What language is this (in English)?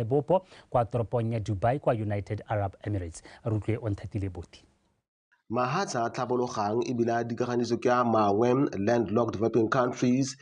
Tswana